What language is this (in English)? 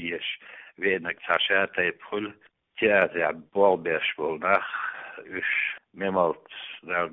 Chechen